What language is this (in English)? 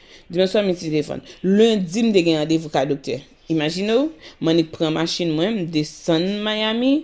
Haitian Creole